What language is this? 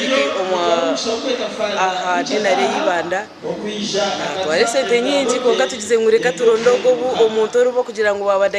Nyankole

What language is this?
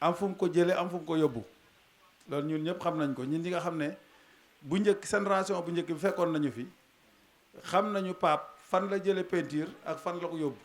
Wolof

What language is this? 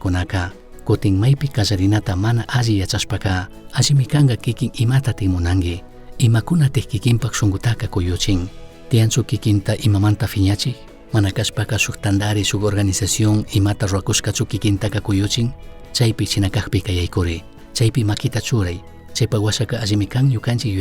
Chimborazo Highland Quichua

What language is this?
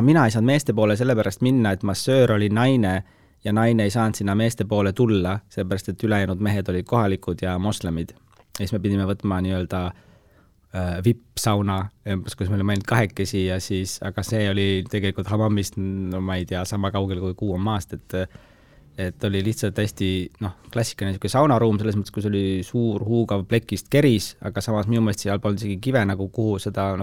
Estonian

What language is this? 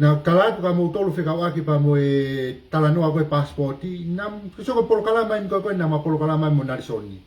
Tongan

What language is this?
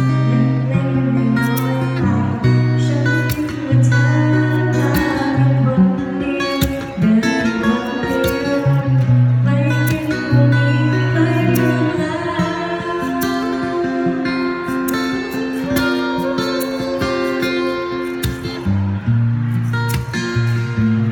Thai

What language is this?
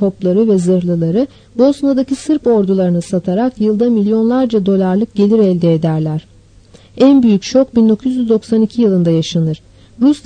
Turkish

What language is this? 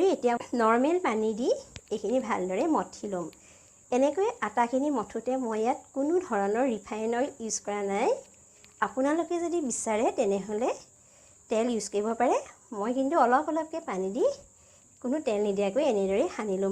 Assamese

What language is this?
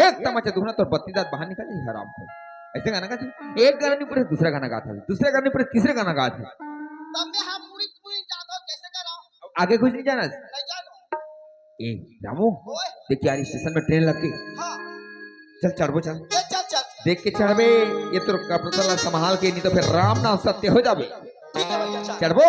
Chhattisgarhi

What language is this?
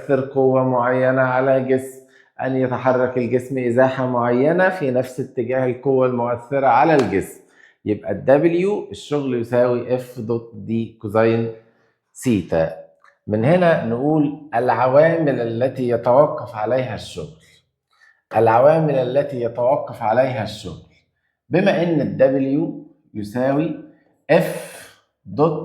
Egyptian Arabic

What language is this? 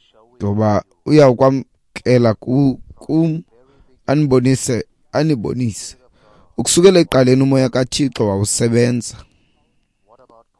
Xhosa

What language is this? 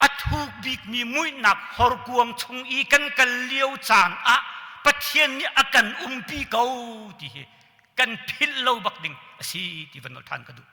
Hakha Chin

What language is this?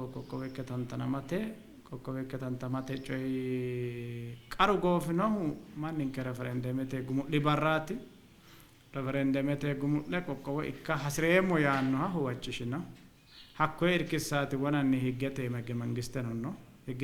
Sidamo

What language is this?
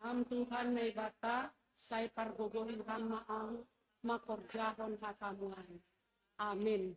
Batak Simalungun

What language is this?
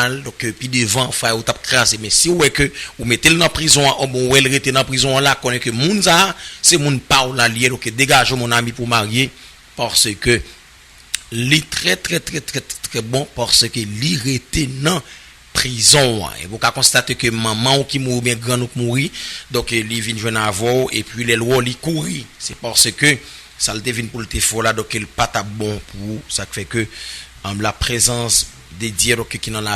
Haitian Creole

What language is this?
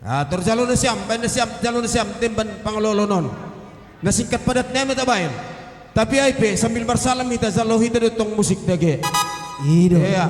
Batak Simalungun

